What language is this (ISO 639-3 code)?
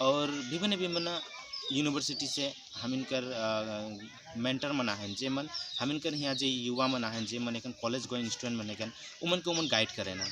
sck